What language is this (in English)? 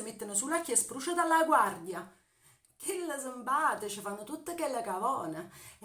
Neapolitan